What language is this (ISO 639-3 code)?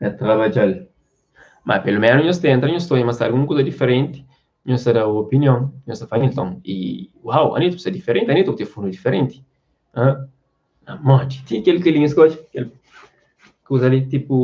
kea